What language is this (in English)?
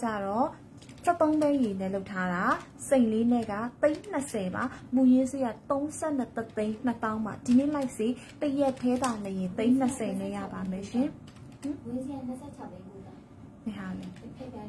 Burmese